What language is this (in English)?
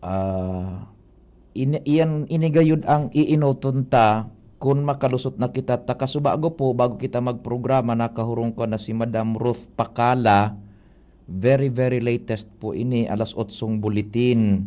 Bikol